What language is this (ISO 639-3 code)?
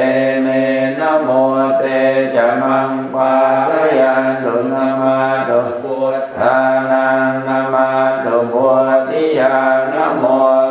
pli